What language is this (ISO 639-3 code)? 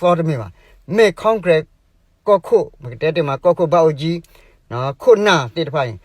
ksw